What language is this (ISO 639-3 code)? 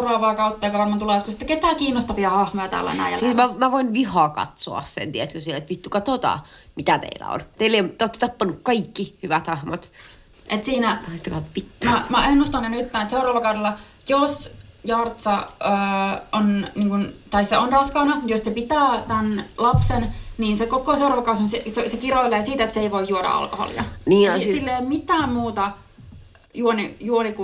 fin